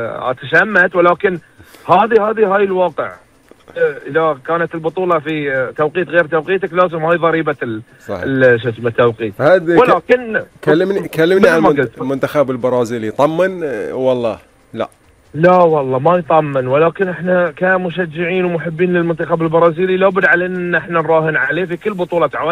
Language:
Gulf Arabic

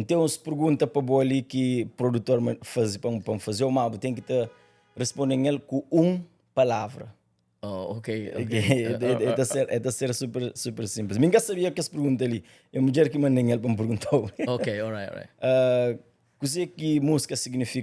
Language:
Kabuverdianu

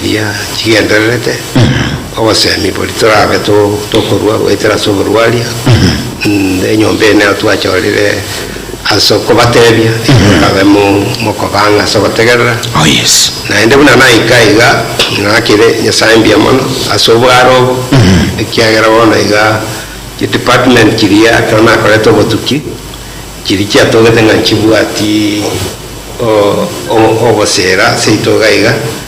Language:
Gusii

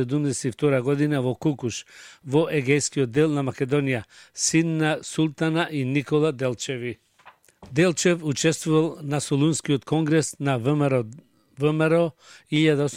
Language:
Macedonian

